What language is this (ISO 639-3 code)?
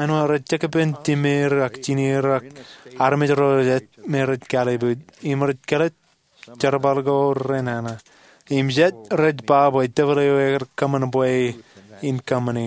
mah